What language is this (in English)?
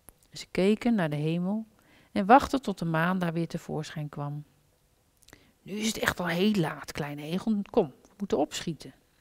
Dutch